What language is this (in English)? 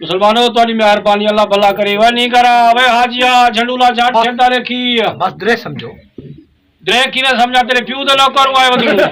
Saraiki